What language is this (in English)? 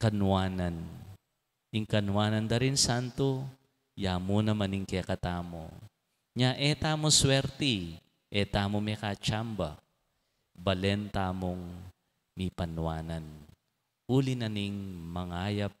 Pampanga